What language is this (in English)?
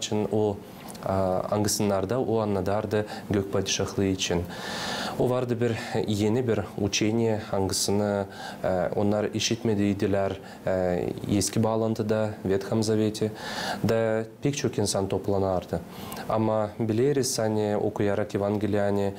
Gagauz